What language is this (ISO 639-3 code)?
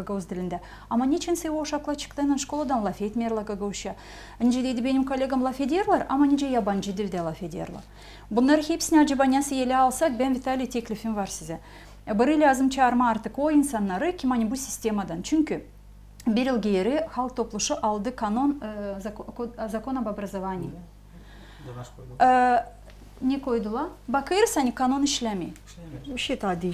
gag